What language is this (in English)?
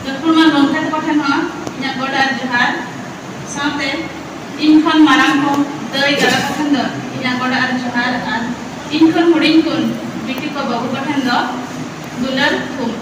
Santali